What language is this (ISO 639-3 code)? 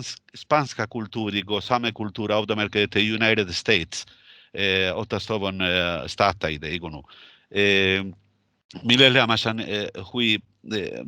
sme